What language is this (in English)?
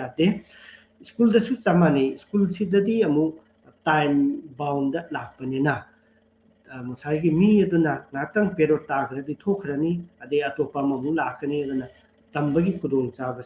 Manipuri